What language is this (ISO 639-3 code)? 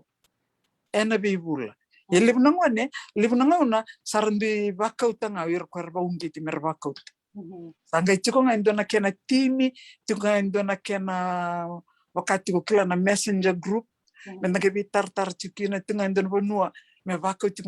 fij